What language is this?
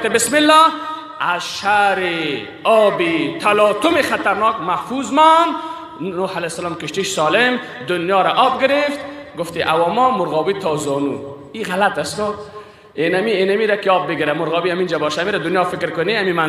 Persian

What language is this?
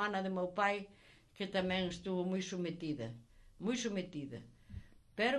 Galician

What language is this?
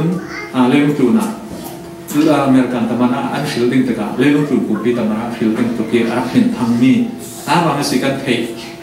Falam Chin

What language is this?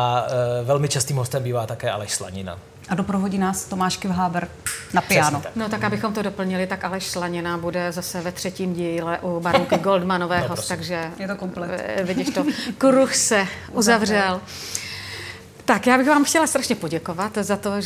Czech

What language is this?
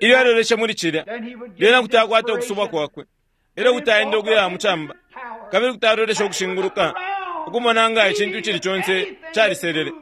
Bemba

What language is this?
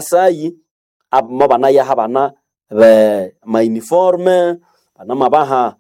Nande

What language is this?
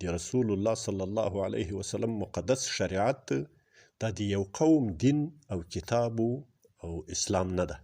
Pashto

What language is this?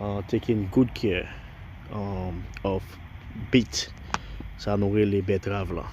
Haitian Creole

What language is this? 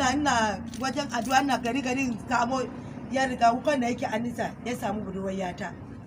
Hausa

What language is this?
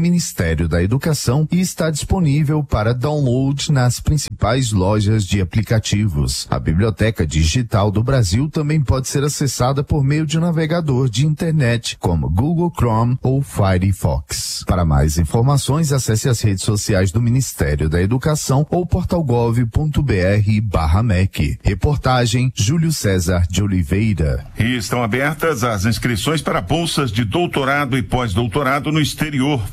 Portuguese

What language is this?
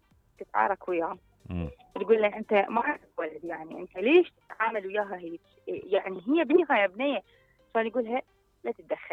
Mesopotamian Arabic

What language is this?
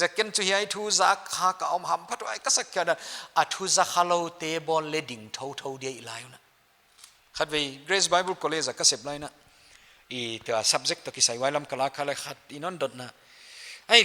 Paite Chin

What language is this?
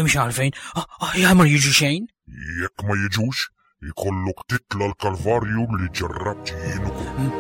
Maltese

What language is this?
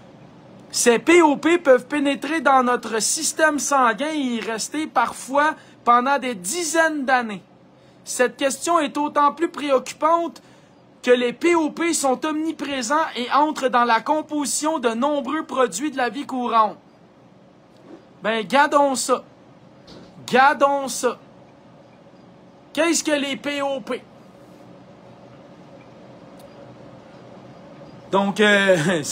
French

